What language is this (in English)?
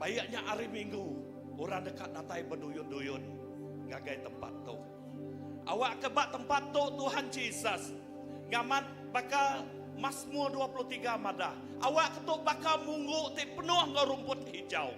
Iban